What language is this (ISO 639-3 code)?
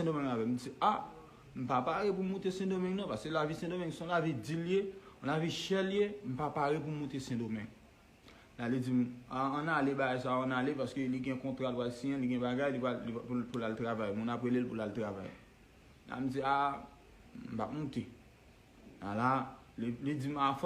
hat